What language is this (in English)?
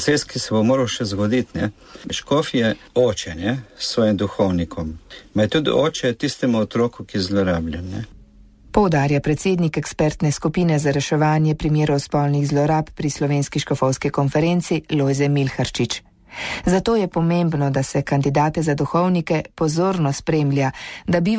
Slovenian